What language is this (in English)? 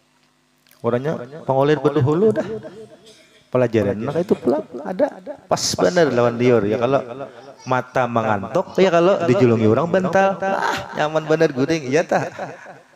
Banjar